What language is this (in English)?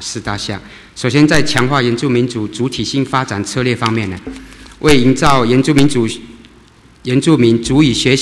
Chinese